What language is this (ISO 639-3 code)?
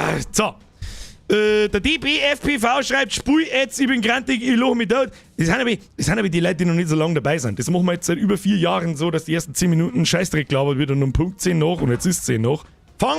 bar